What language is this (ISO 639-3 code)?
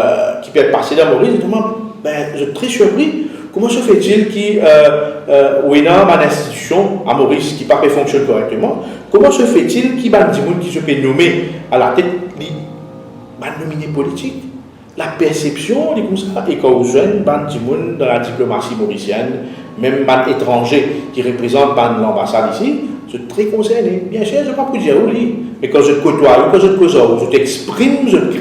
mfe